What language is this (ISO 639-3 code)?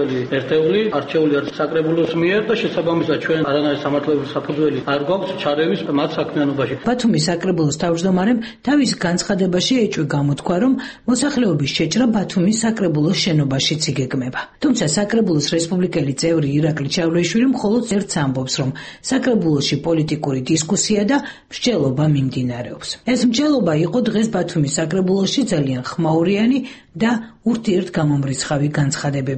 kat